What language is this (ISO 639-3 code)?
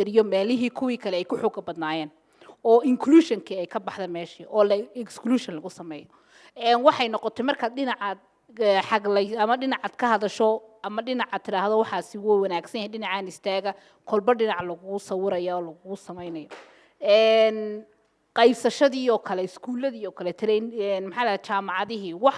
som